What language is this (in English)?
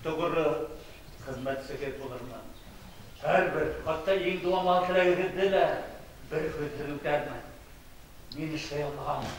Bashkir